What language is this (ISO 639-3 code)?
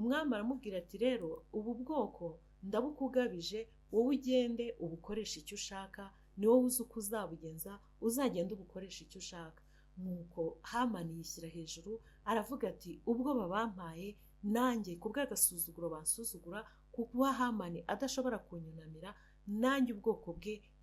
kin